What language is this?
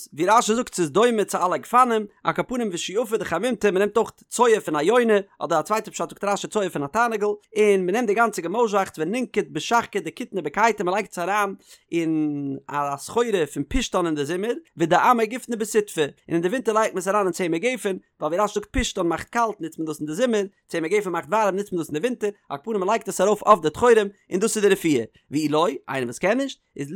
Yiddish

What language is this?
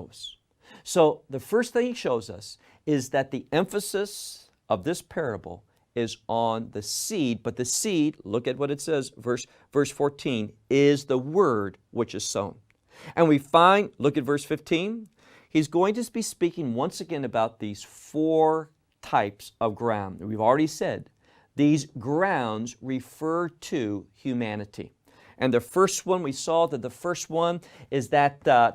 English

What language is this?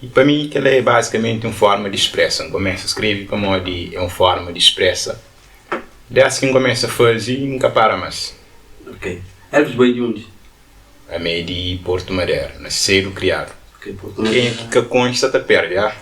Kabuverdianu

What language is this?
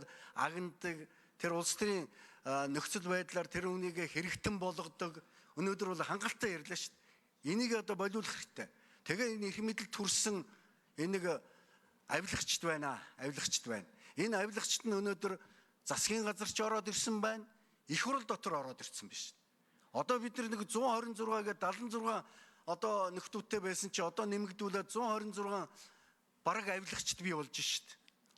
Mongolian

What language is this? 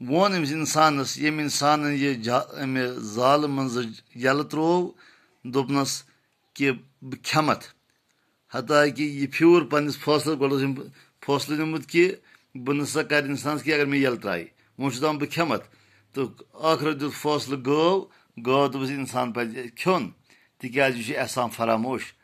Kashmiri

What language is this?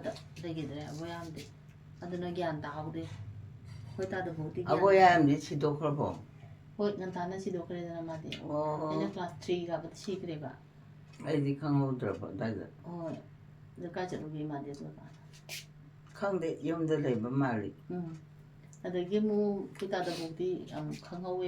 Manipuri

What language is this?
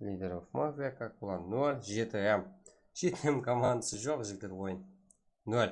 Kara-Kalpak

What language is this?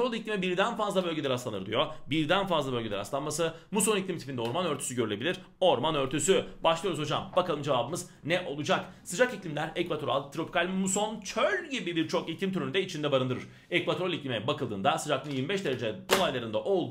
Turkish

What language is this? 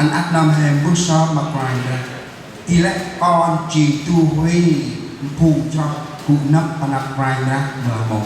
Central Mnong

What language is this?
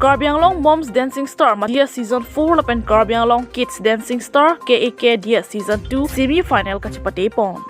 Karbi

